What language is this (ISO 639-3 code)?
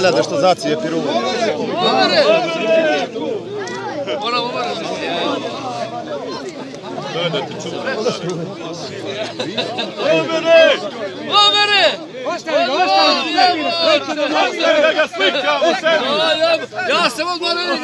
bos